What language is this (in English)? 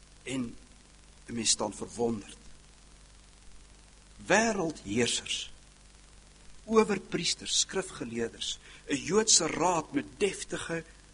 Afrikaans